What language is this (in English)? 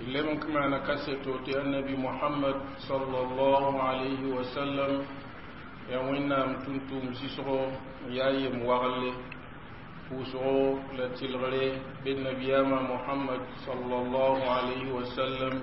Mossi